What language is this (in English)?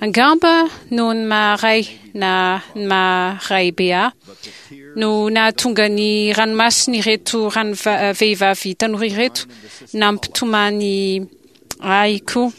Malagasy